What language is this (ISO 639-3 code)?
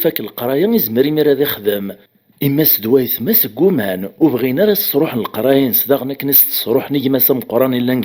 kab